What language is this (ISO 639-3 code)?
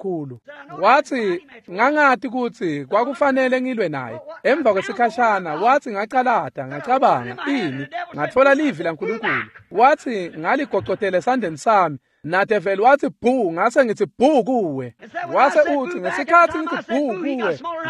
ssw